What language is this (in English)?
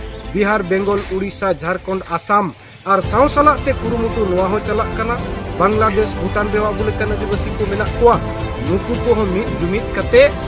Santali